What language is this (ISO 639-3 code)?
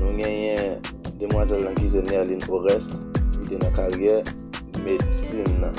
hat